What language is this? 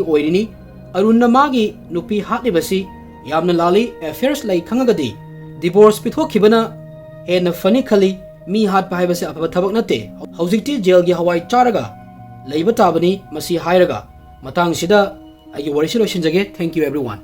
Manipuri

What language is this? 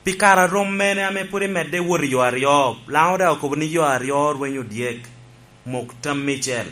Lango (Uganda)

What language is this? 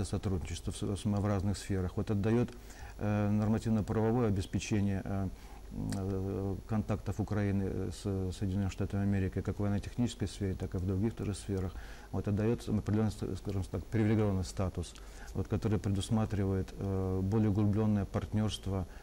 Russian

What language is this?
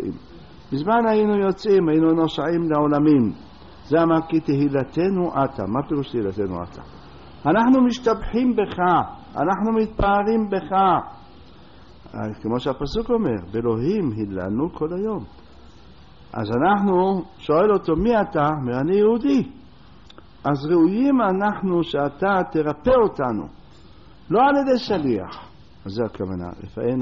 Hebrew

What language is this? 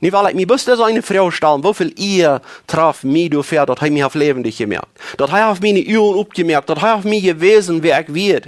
Plautdietsch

